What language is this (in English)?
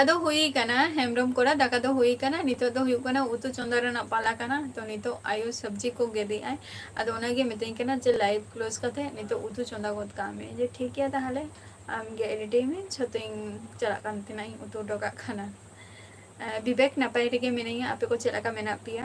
Santali